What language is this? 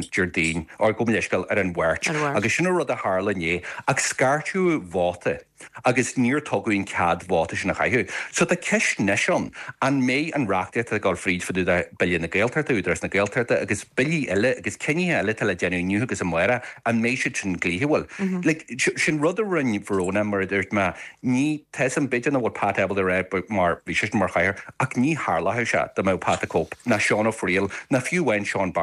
Irish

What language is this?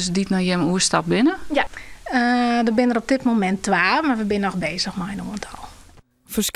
Western Frisian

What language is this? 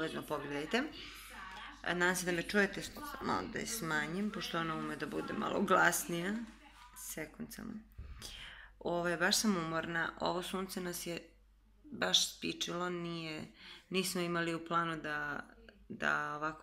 Serbian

